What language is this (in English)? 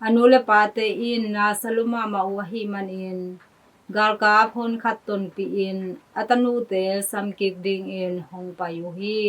Tedim Chin